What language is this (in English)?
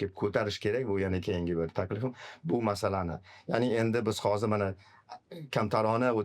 Uzbek